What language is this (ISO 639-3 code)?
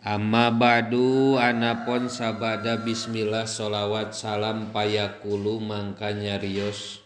sun